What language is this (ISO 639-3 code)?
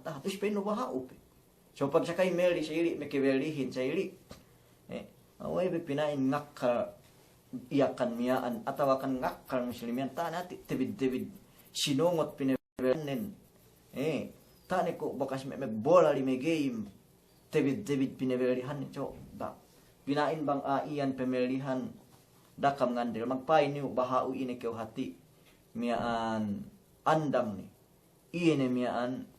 yka